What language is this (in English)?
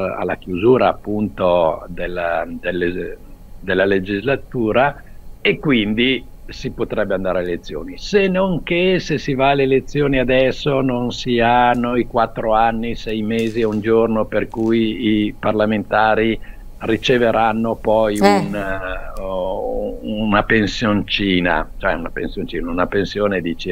Italian